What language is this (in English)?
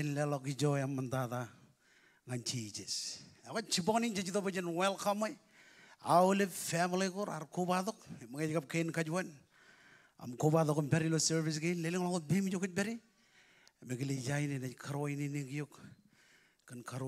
Marshallese